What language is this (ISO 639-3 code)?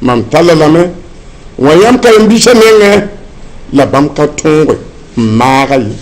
mos